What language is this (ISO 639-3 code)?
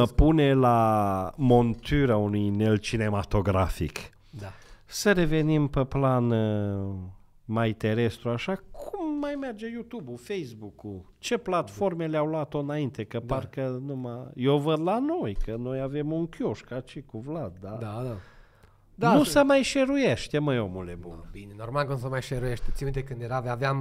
ron